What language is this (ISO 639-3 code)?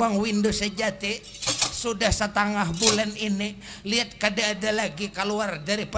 bjn